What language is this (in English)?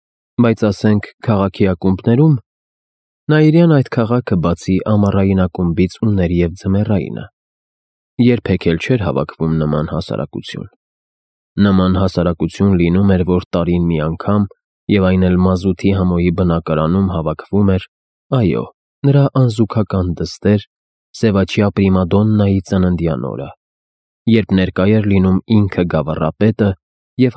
Armenian